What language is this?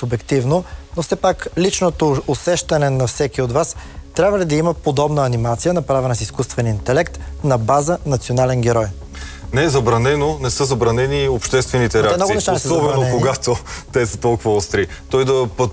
Bulgarian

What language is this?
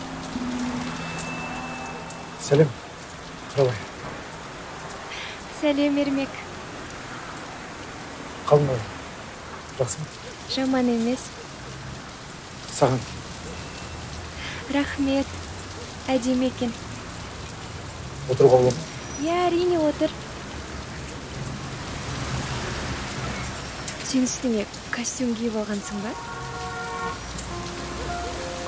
Kazakh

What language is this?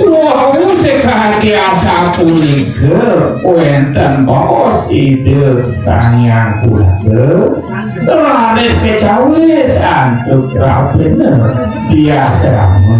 Balinese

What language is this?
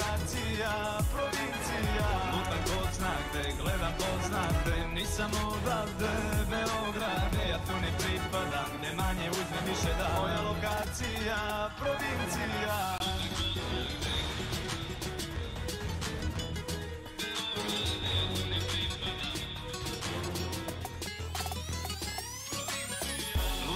Serbian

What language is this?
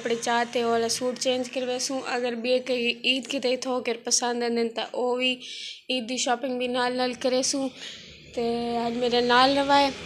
Saraiki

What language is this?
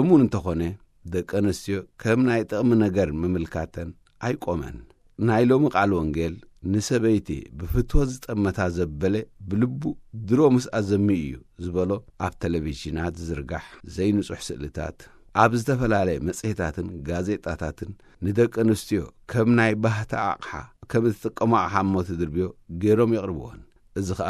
Tigrinya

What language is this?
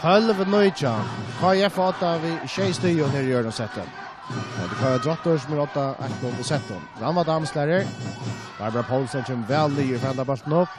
Faroese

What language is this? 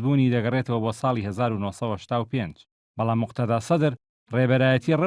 Central Kurdish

